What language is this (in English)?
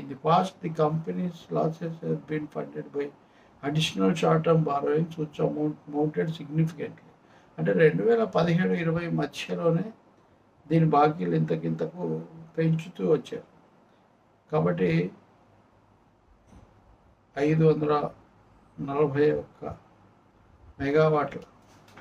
Telugu